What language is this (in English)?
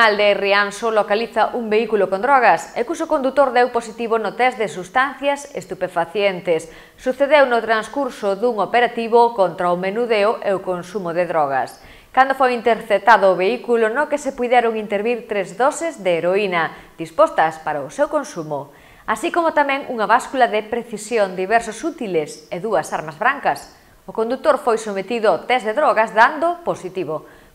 Galician